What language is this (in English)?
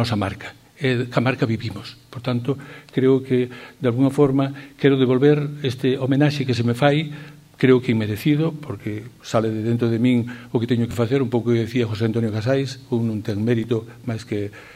Galician